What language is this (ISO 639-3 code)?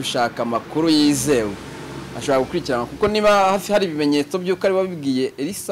kin